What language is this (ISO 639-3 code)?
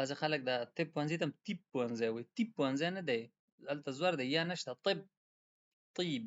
pus